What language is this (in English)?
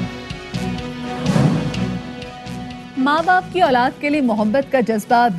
Urdu